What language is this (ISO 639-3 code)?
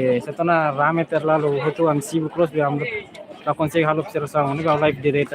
tet